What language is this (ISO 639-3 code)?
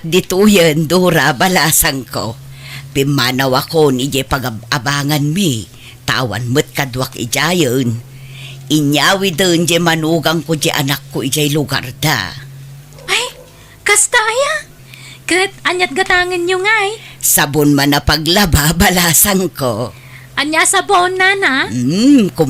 ilo